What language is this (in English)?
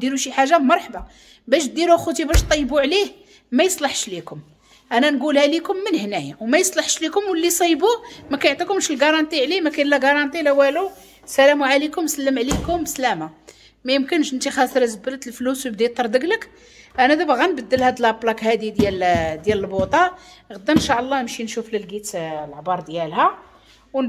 Moroccan Arabic